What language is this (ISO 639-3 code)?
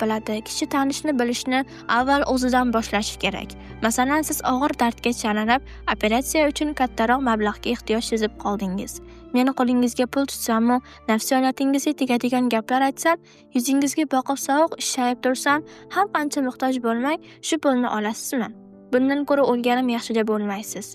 uzb